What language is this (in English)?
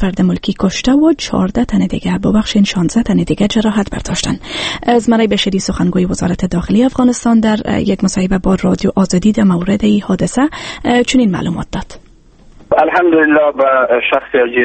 Persian